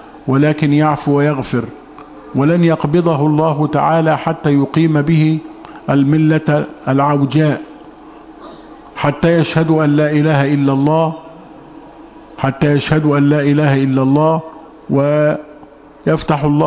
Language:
Arabic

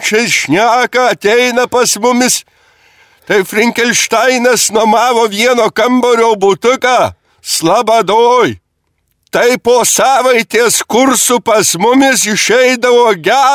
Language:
Lithuanian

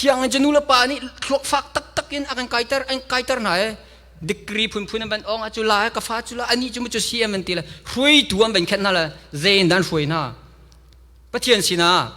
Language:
Hakha Chin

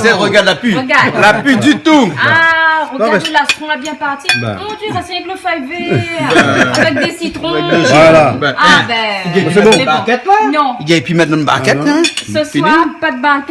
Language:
Réunion Creole French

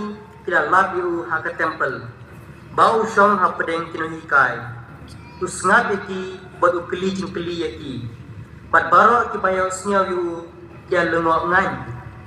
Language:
Khasi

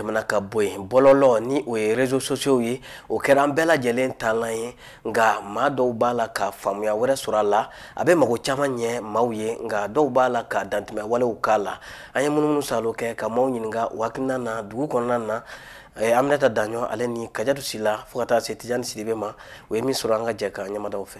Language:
Bambara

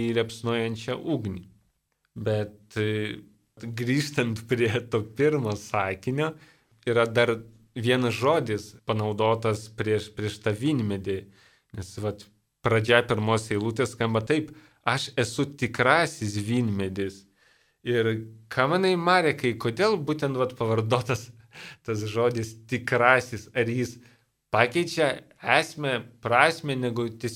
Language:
Lithuanian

